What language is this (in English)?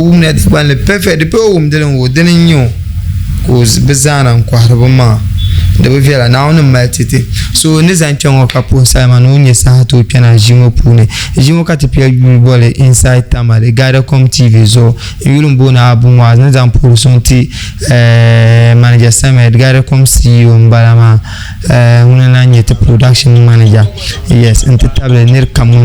Dagbani